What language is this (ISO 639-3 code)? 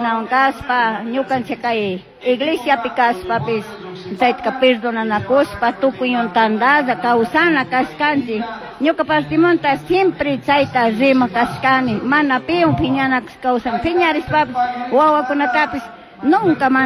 qug